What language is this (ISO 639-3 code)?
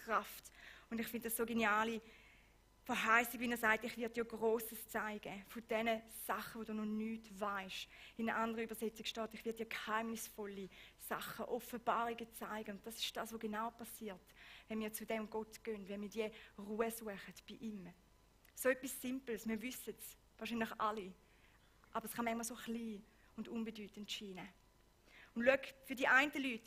gsw